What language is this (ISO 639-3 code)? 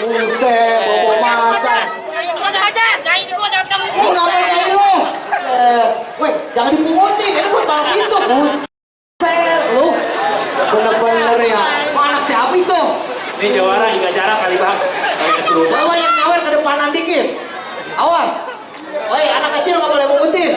bew